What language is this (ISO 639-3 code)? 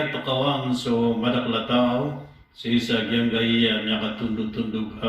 mrw